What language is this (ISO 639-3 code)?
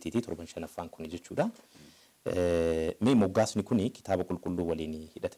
orm